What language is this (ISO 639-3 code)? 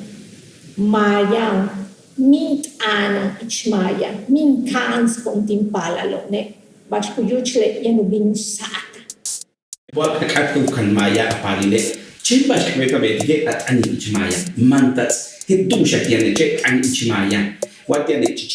yua